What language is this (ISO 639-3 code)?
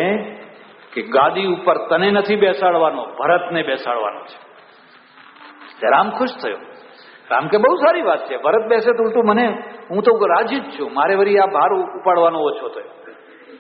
guj